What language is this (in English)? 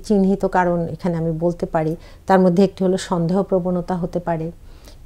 Bangla